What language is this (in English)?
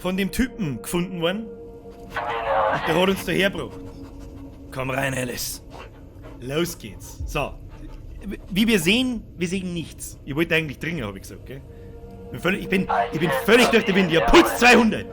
Bavarian